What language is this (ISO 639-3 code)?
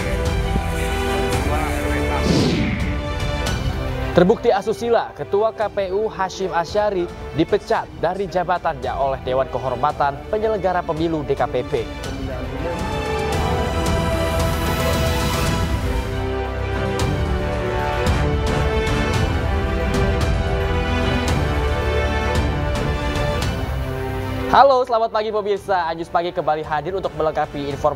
ind